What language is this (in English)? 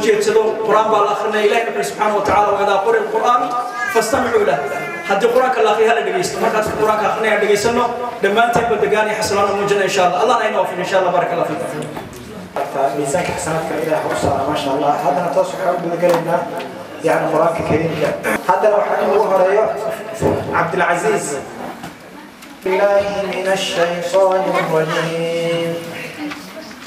Arabic